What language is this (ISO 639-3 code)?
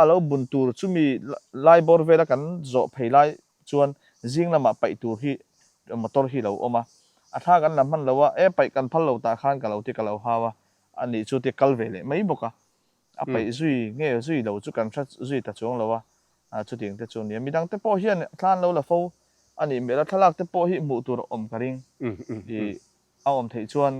lus